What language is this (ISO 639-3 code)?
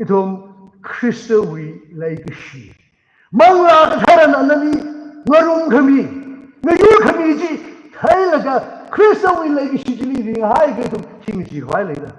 nmf